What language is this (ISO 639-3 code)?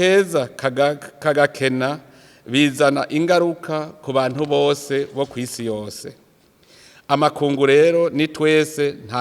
run